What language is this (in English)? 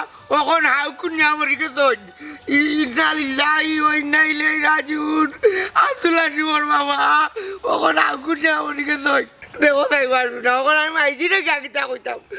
Sylheti